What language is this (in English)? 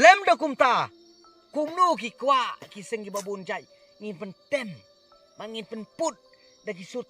Khasi